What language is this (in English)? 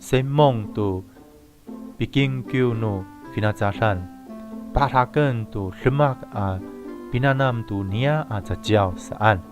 Amis